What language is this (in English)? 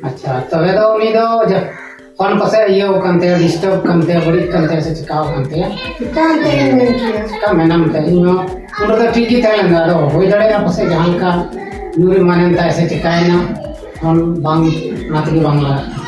Santali